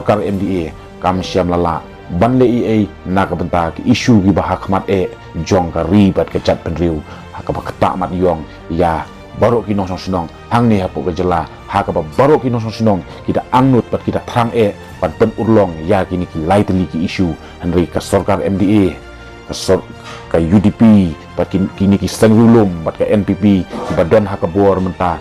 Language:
Khasi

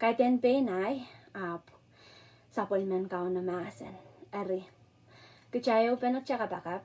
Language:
Pohnpeian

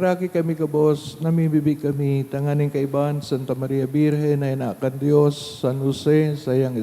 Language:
Bikol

